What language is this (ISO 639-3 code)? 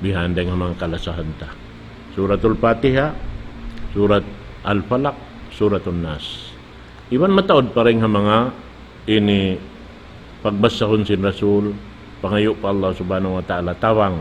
tsg